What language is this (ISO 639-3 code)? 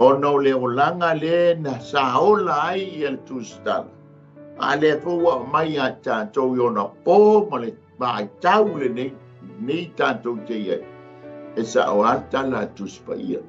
smo